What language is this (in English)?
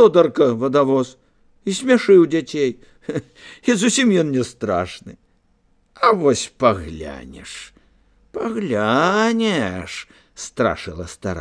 Belarusian